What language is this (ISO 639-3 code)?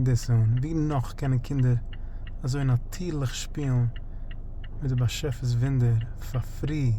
yid